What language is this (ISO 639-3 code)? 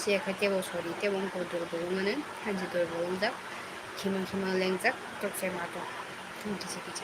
trp